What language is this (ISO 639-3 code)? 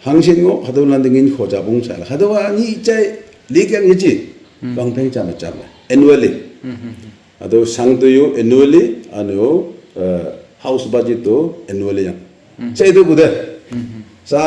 nag